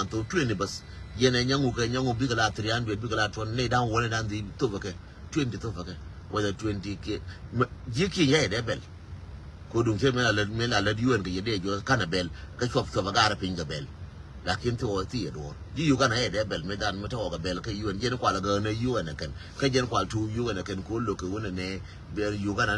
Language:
Nuer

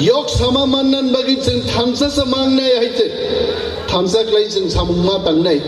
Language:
Kok Borok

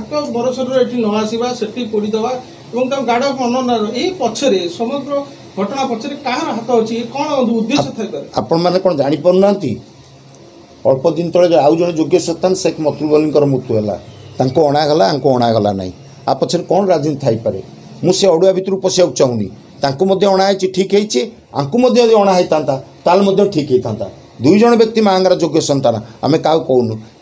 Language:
Odia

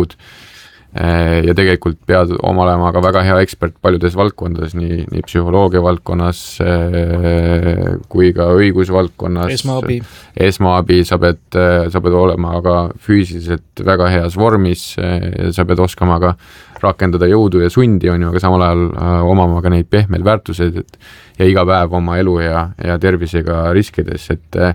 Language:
Estonian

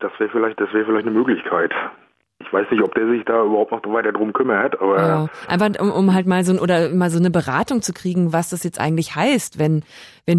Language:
German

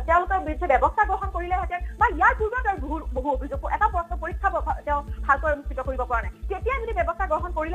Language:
Assamese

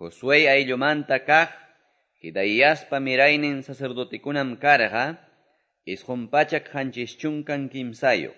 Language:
Quechua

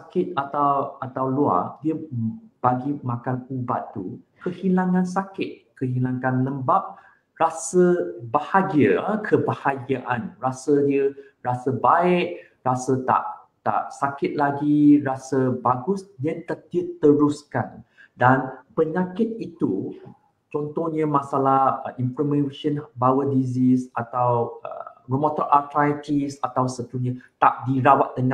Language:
Malay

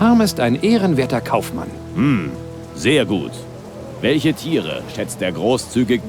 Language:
Bavarian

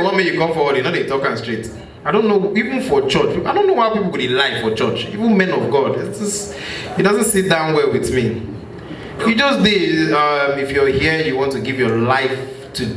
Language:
Nigerian Pidgin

